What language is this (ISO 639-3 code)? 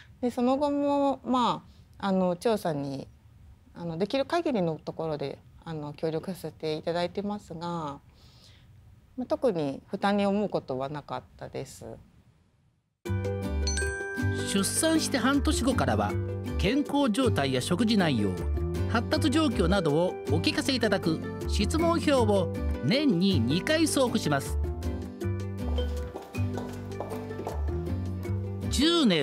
jpn